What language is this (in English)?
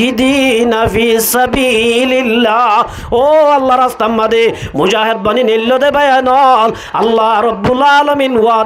Rohingya